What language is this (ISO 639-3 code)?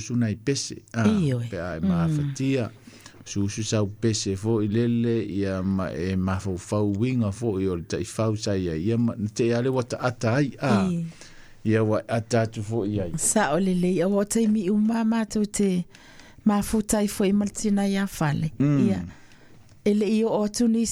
smo